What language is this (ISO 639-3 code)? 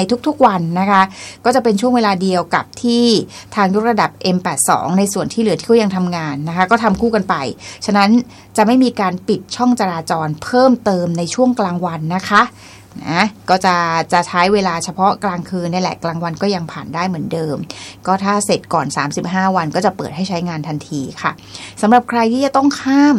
tha